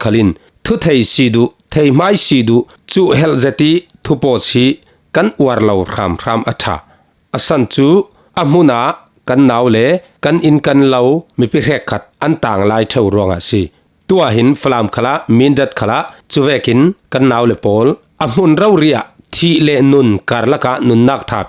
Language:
Falam Chin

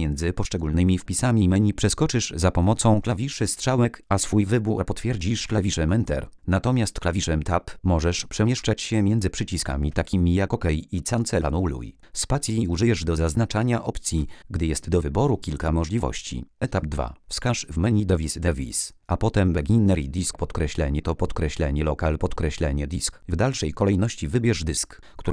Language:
Polish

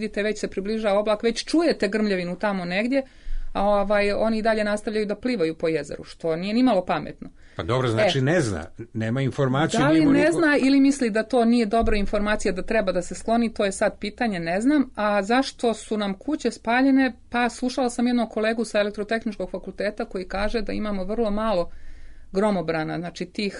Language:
Serbian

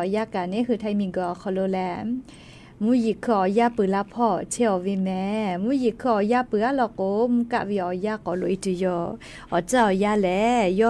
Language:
Lahu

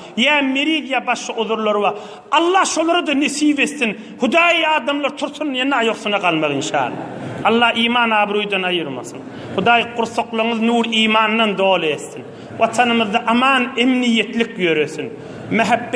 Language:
Turkmen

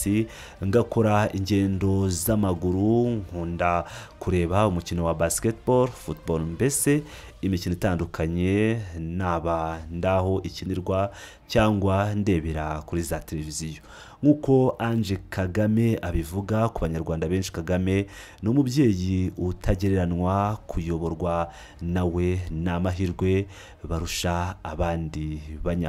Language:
Kinyarwanda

